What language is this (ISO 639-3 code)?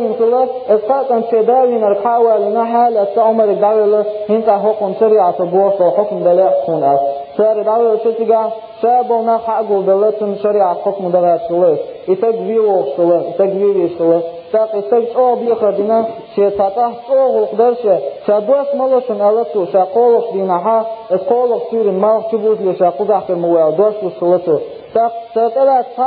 che